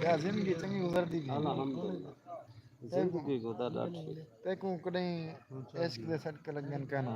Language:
Saraiki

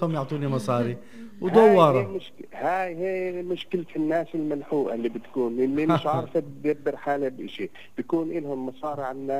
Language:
North Levantine Arabic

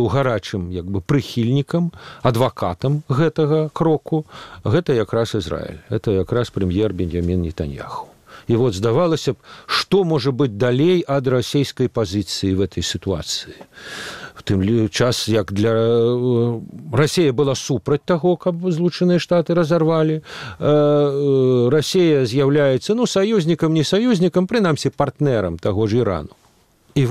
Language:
Belarusian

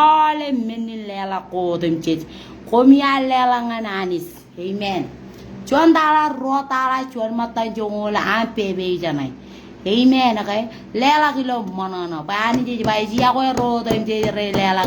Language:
Marshallese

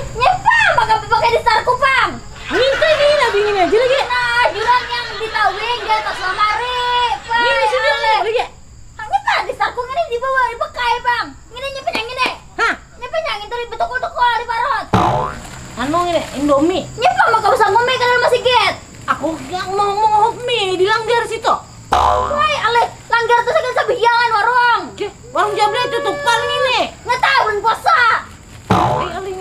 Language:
Banjar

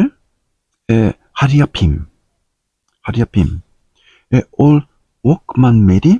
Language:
Tok Pisin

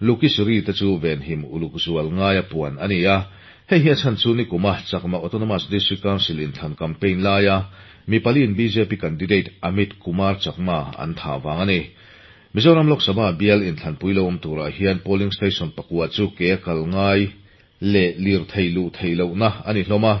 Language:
Mizo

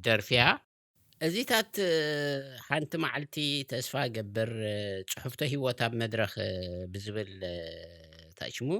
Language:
Tigrinya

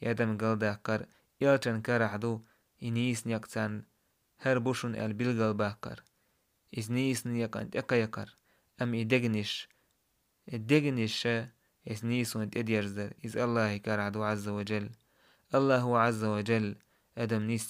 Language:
Chechen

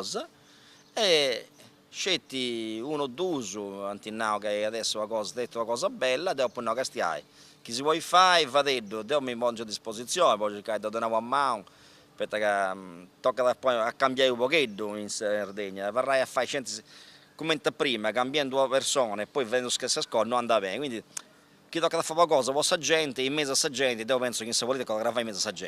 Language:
Sardinian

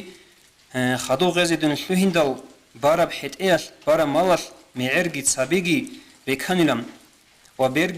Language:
Avaric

